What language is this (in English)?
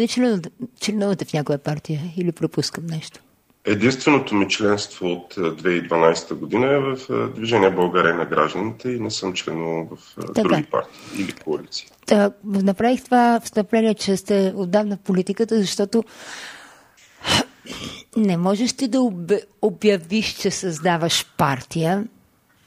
Bulgarian